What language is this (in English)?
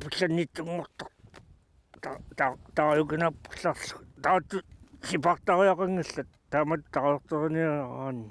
Kalaallisut